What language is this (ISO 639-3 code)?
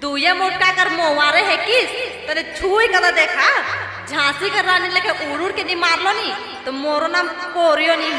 sck